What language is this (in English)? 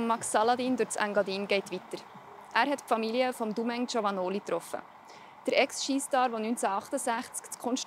Swiss German